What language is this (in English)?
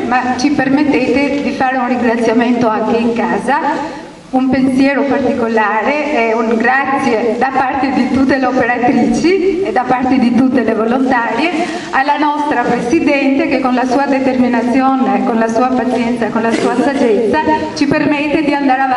Italian